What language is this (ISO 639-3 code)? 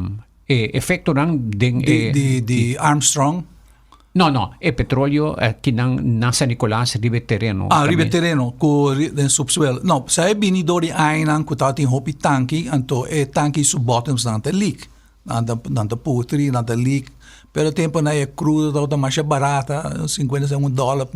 pap